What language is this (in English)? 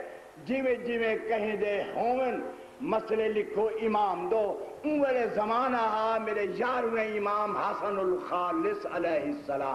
Saraiki